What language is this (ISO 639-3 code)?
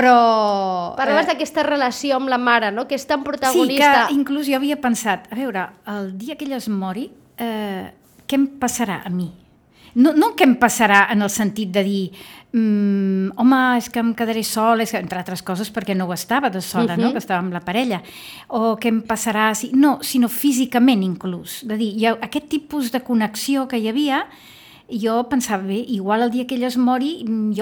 cat